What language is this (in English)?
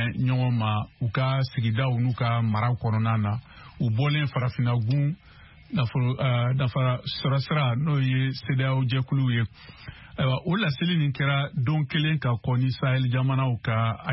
Bambara